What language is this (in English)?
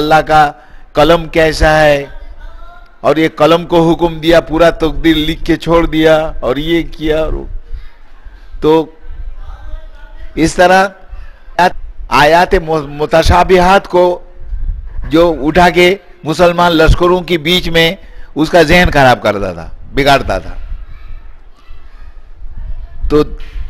Urdu